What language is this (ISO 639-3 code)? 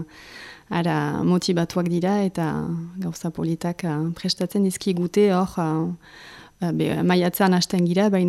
eus